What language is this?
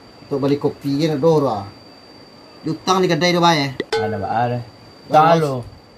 Minangkabau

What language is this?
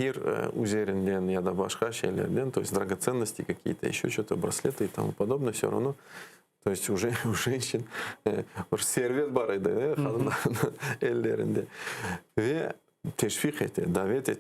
Crimean Tatar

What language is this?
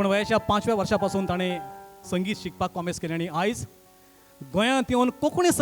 Konkani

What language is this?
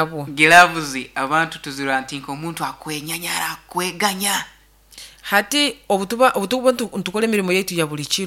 Nyoro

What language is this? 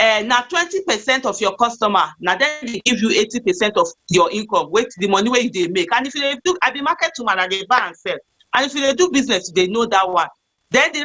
Nigerian Pidgin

